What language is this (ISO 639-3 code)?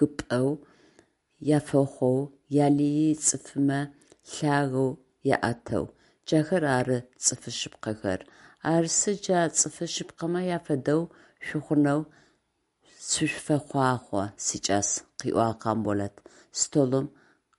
ady